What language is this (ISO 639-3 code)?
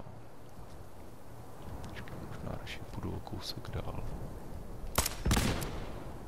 ces